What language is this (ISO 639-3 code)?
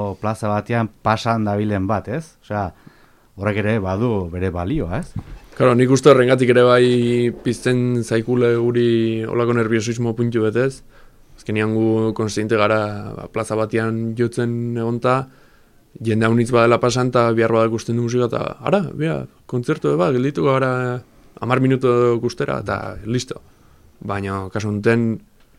eus